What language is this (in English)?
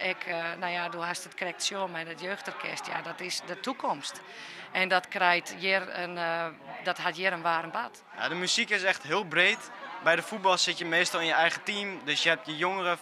Western Frisian